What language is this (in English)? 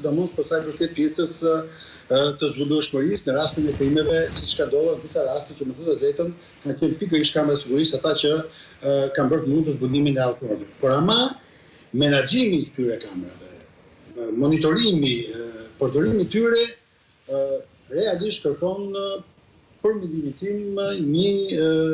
Albanian